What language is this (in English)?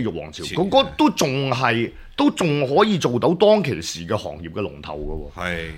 Cantonese